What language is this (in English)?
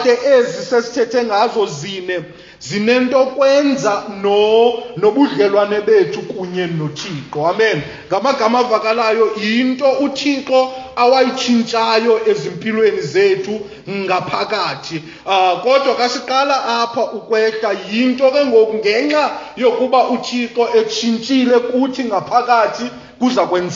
Xhosa